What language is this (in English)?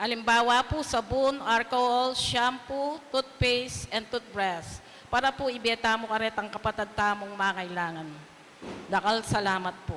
Pampanga